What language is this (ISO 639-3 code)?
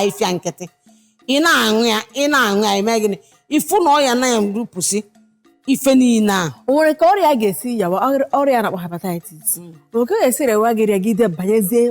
ibo